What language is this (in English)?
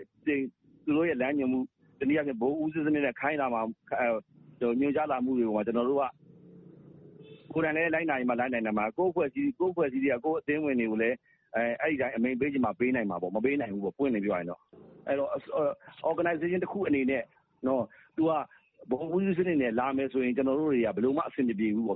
Burmese